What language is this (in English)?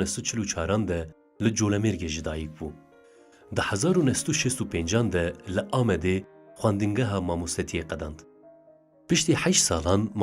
Kurdish